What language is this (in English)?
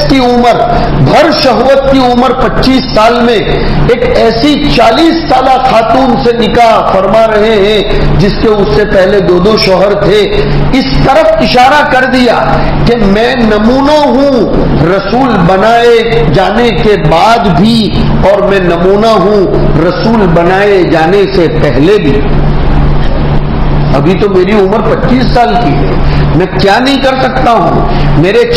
Urdu